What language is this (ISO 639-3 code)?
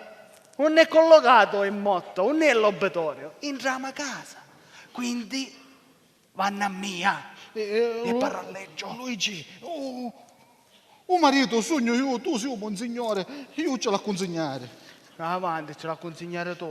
scn